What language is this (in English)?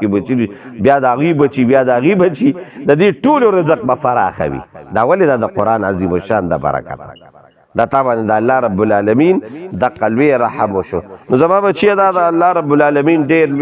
Pashto